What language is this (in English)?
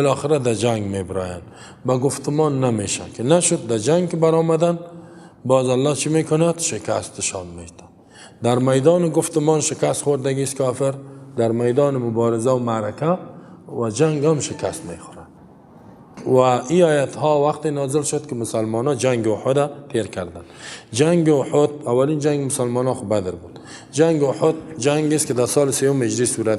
Persian